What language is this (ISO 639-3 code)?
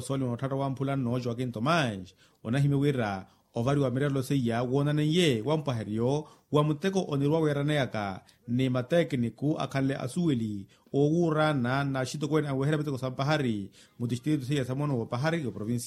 vmw